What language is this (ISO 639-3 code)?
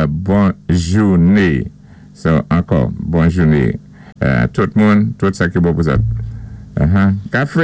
acf